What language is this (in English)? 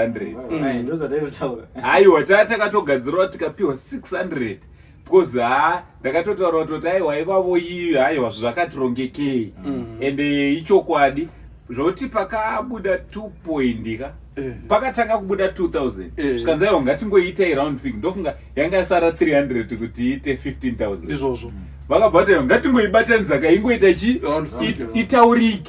Shona